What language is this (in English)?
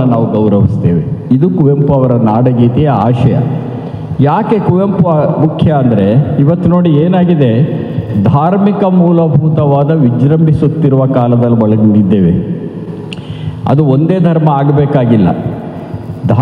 Kannada